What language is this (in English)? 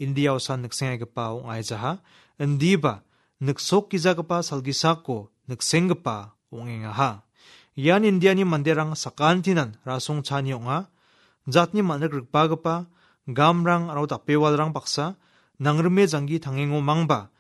Garo